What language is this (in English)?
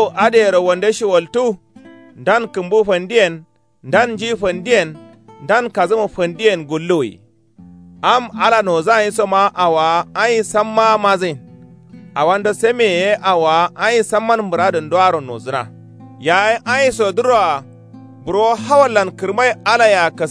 Kanuri